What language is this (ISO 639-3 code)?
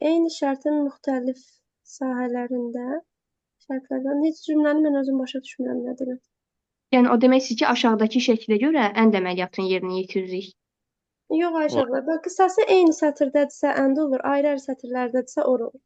aze